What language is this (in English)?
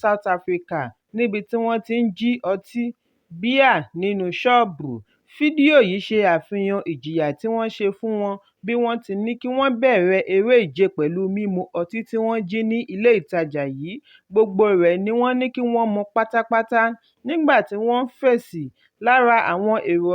Yoruba